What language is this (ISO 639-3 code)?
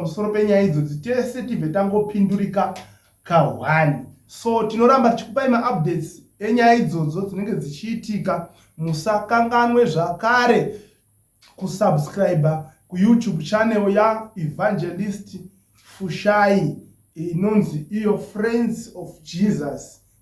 sna